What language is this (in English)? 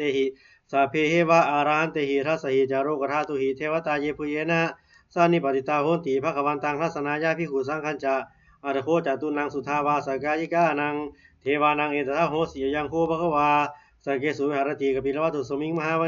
Pali